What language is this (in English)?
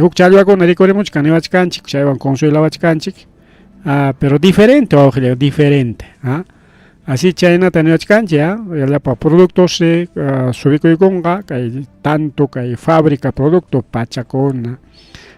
Ayacucho Quechua